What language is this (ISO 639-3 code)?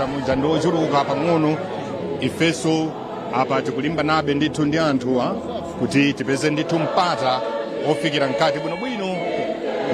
nya